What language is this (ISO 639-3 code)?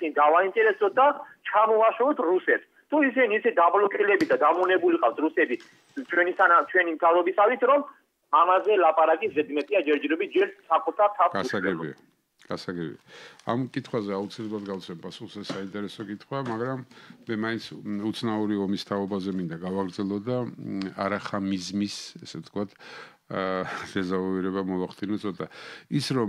kat